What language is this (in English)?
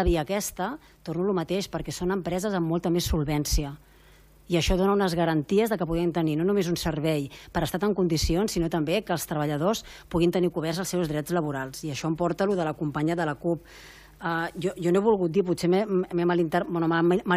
Catalan